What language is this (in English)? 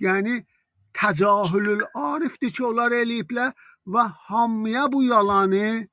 South Azerbaijani